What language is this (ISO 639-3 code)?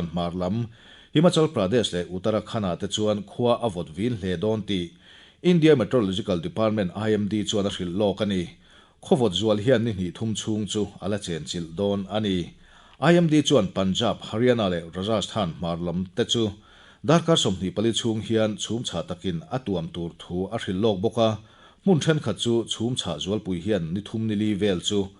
lus